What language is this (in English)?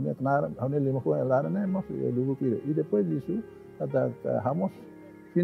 Tetum